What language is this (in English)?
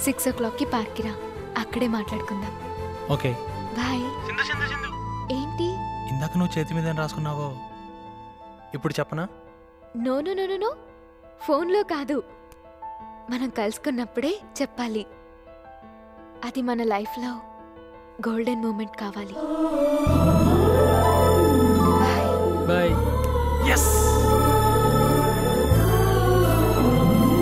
Telugu